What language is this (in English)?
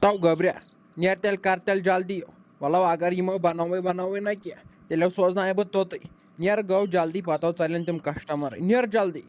Kashmiri